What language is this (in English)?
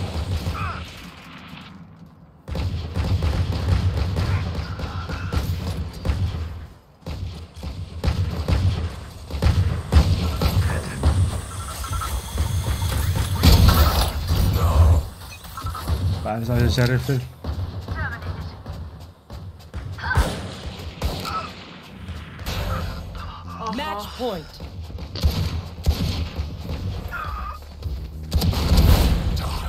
Finnish